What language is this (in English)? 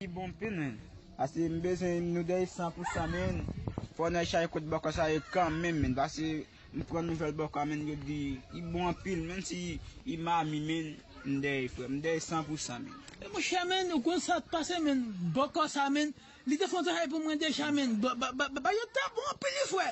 Haitian Creole